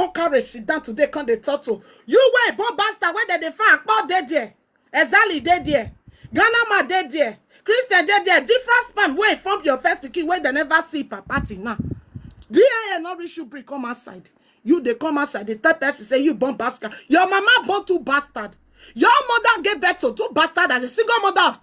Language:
Nigerian Pidgin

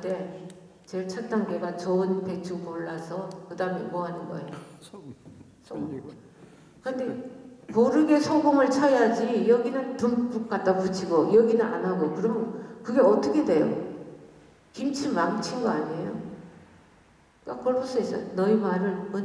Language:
Korean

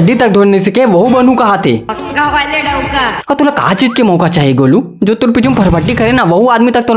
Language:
Chhattisgarhi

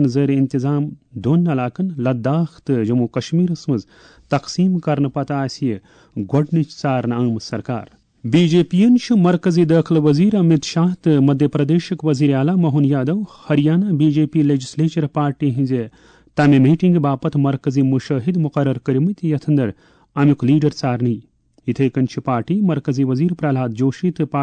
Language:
Kashmiri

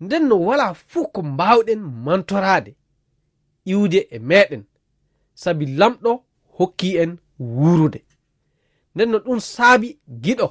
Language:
Fula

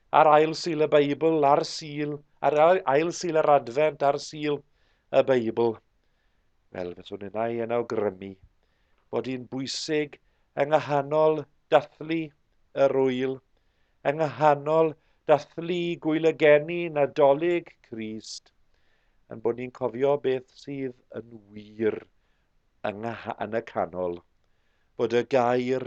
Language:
Welsh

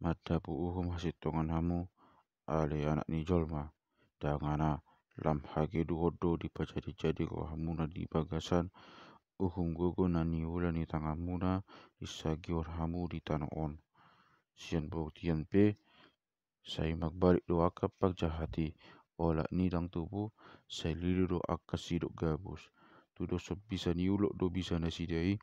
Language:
Batak Toba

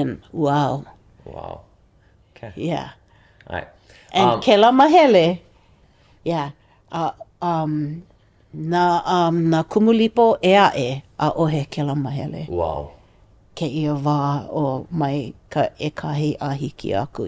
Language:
Hawaiian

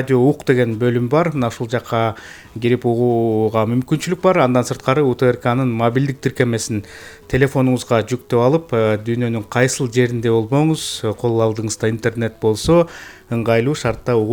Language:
Kyrgyz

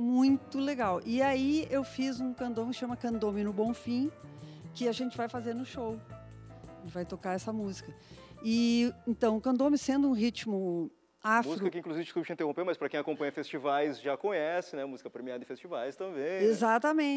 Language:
Portuguese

